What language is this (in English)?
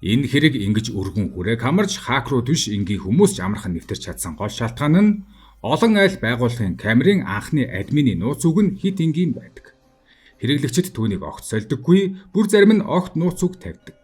Mongolian